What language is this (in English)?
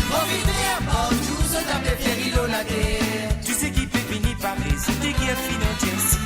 Morisyen